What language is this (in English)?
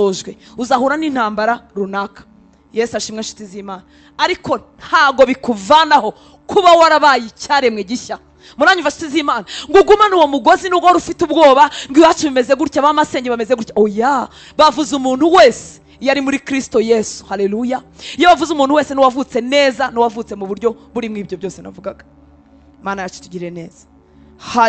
Kinyarwanda